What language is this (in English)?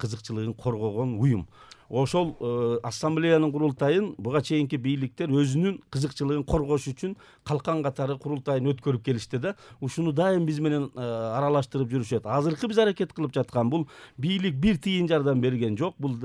Kyrgyz